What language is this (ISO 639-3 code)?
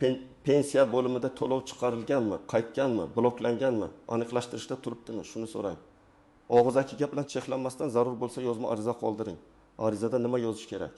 uzb